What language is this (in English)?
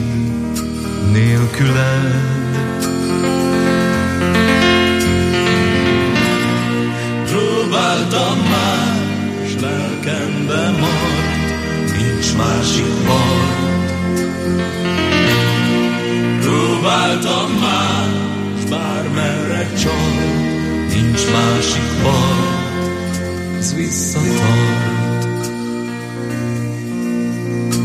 Hungarian